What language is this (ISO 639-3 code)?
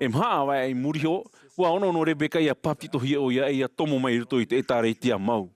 tah